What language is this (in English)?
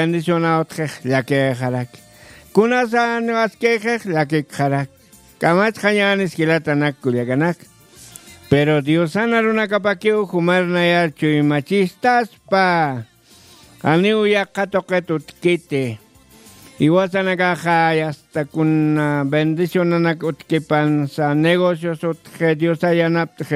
Aymara